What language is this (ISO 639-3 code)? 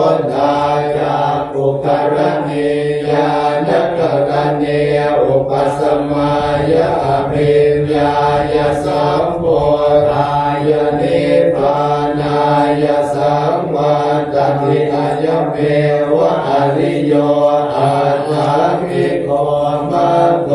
pli